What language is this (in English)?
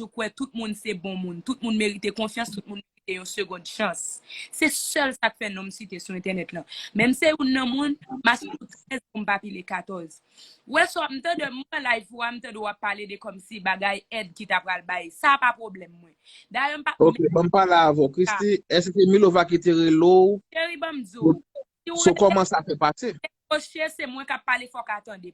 Haitian Creole